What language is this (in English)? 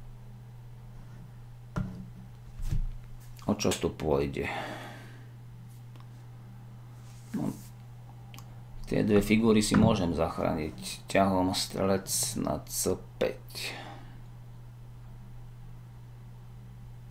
Slovak